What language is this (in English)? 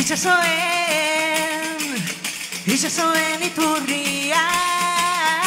Basque